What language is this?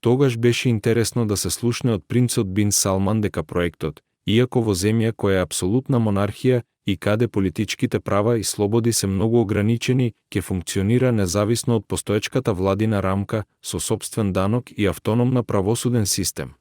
Macedonian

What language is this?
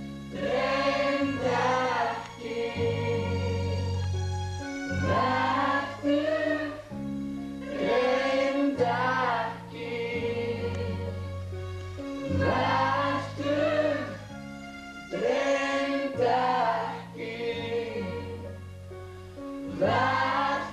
Icelandic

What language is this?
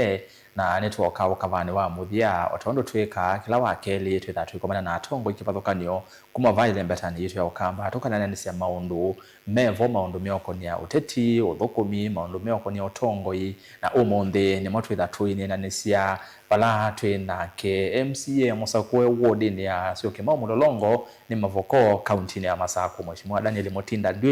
Kamba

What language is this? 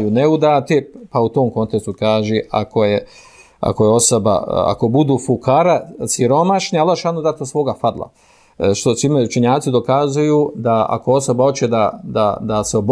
Bosnian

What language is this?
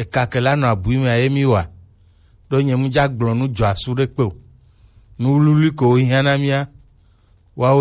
Gen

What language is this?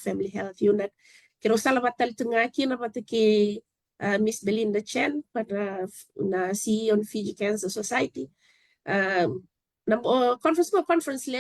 Fijian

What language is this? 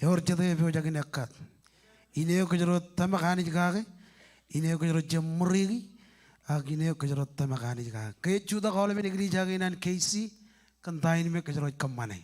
Marshallese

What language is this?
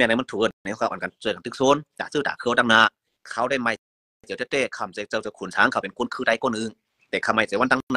Shan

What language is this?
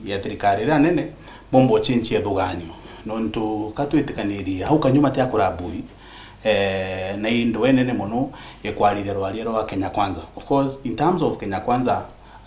Meru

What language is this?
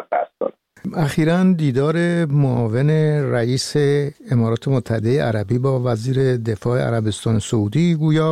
Persian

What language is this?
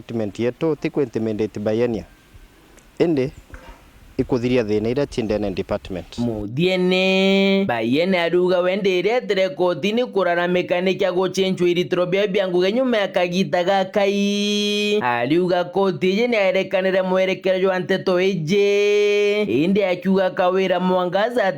Meru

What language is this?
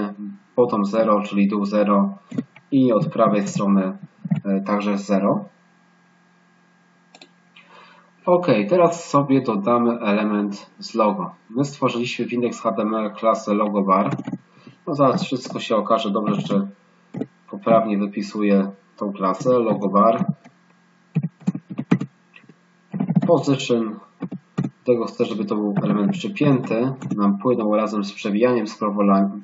Polish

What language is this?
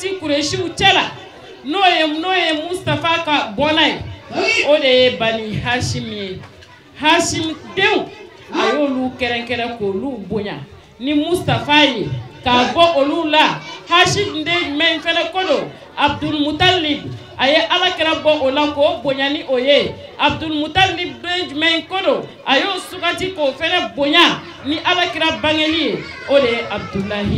Bambara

